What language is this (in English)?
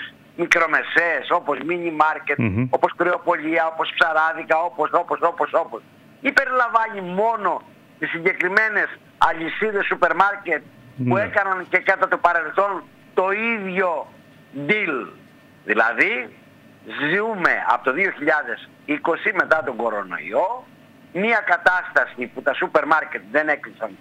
Greek